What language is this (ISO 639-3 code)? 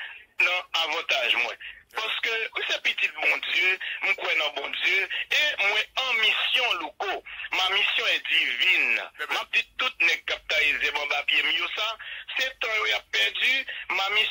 hat